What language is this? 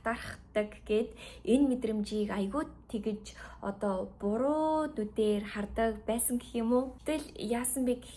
Mongolian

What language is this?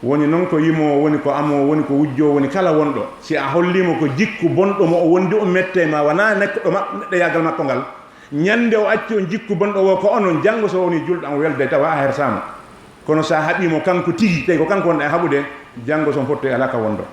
Fula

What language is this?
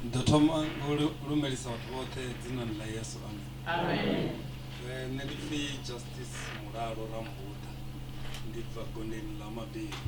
Venda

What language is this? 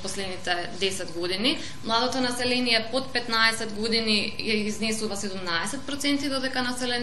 Macedonian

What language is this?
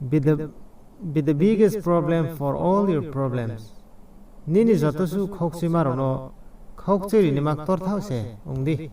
Riang (India)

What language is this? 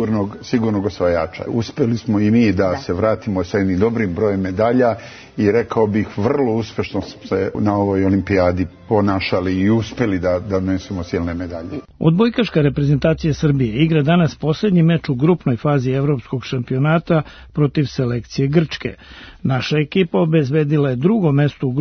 Serbian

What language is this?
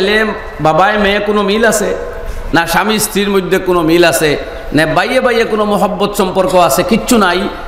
Sylheti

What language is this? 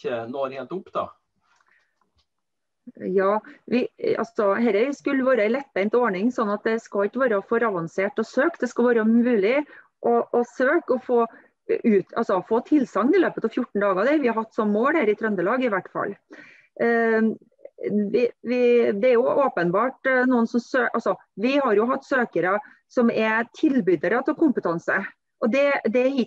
Norwegian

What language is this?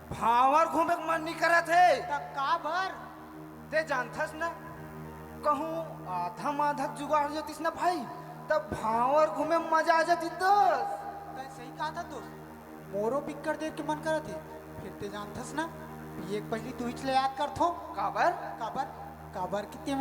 Chhattisgarhi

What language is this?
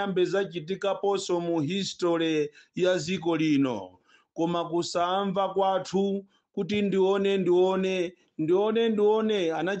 Nyanja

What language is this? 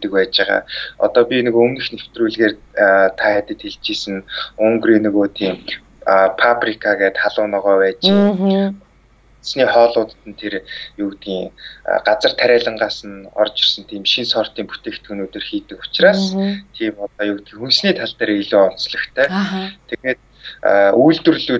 Mongolian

